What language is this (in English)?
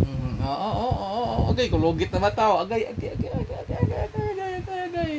Cebuano